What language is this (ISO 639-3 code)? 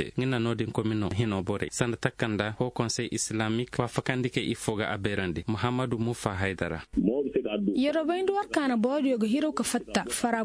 ses